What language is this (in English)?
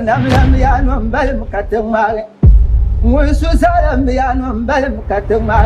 Dagbani